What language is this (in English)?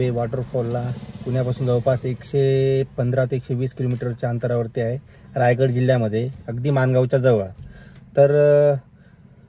Marathi